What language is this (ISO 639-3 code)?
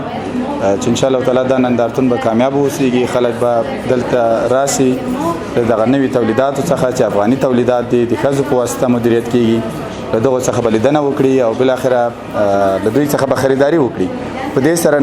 pus